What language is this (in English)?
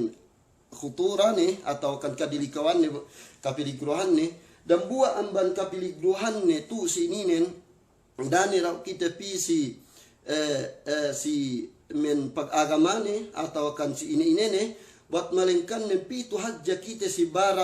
Yakan